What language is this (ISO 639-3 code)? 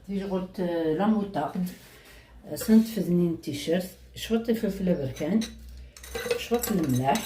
kab